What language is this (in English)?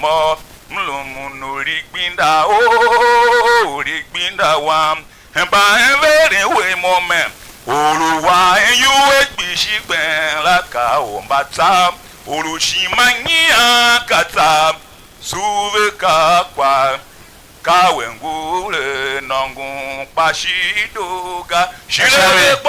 Tiv